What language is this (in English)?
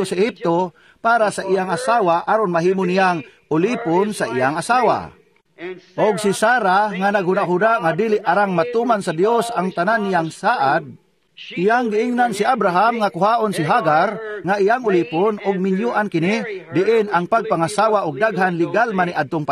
Cebuano